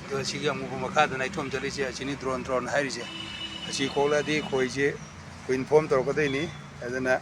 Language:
Manipuri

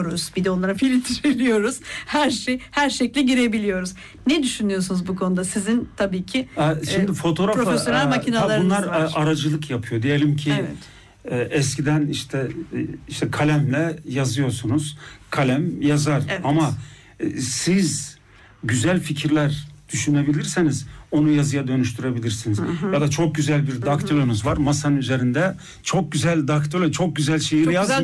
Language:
Turkish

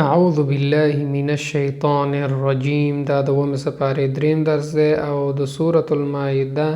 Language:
Pashto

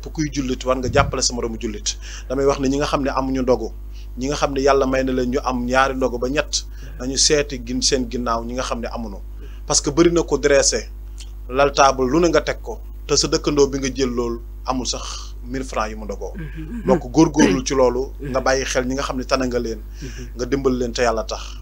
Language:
Wolof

